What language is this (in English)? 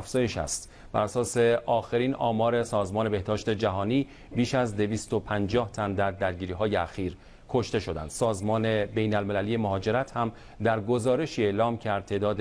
Persian